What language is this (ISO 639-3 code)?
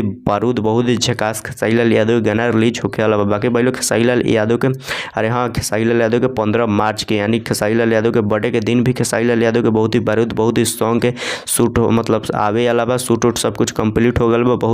bho